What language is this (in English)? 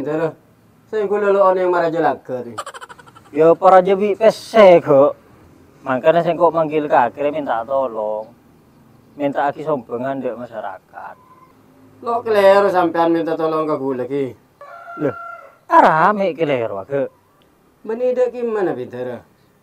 Madurese